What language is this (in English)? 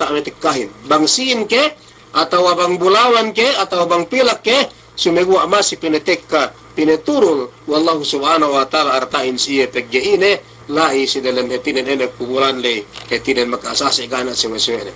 Yakan